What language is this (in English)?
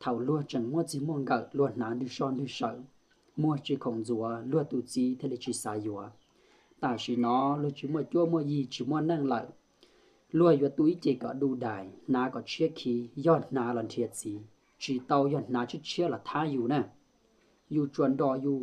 Hmong